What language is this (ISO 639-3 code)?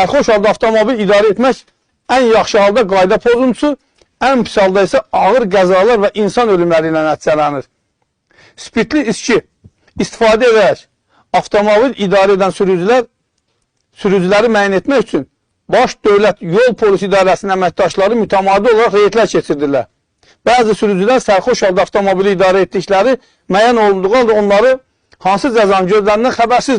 aze